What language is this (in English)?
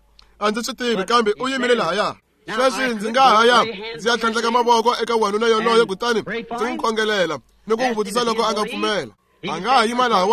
Tsonga